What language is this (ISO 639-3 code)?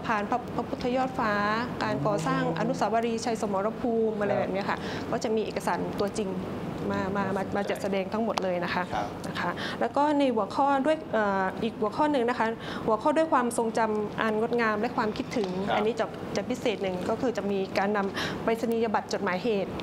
tha